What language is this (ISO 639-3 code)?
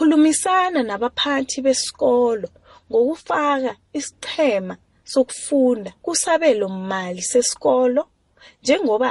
nbl